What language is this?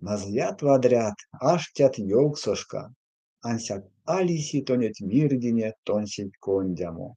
Erzya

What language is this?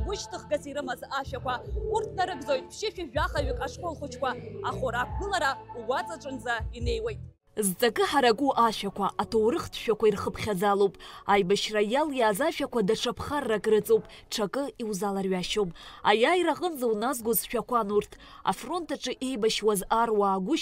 Abkhazian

